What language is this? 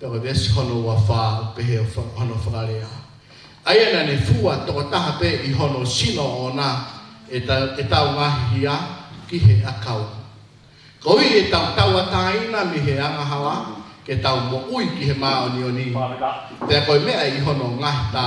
Tongan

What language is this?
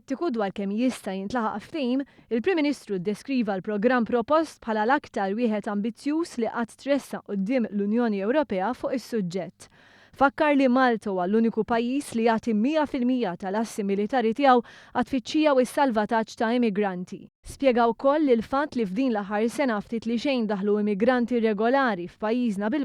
Maltese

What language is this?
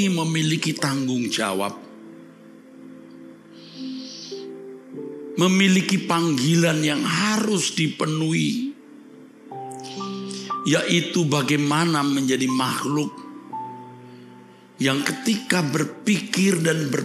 Indonesian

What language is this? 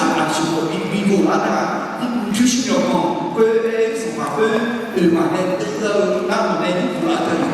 Akha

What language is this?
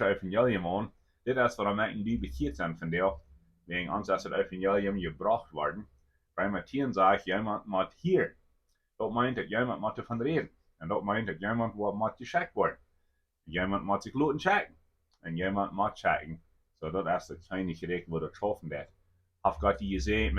Plautdietsch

